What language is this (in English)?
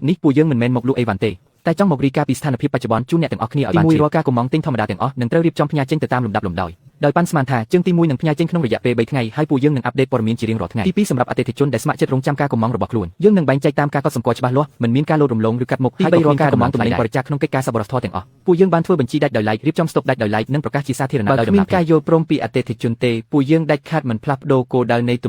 Khmer